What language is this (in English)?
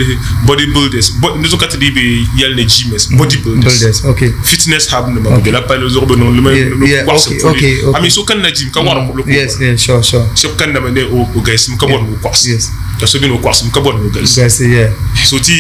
Dagbani